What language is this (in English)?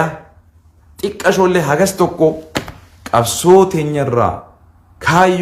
Oromo